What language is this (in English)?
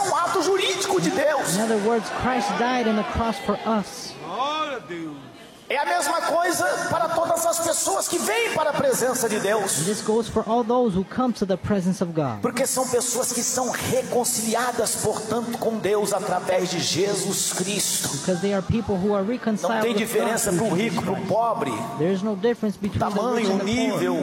Portuguese